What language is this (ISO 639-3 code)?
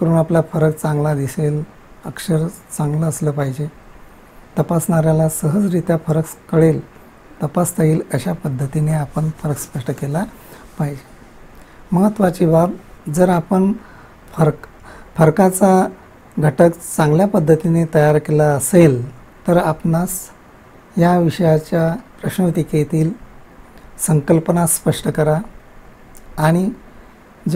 mar